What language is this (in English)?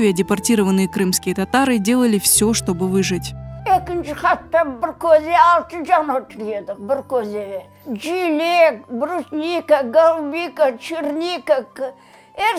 Crimean Tatar